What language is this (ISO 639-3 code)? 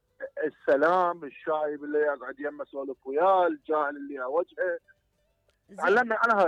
acm